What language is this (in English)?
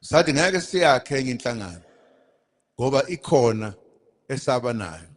Zulu